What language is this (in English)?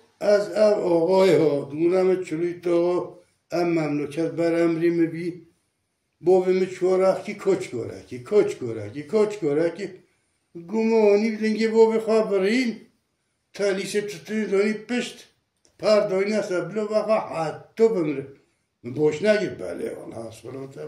Kurdish